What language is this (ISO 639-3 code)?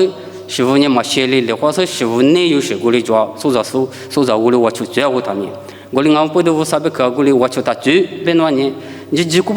lis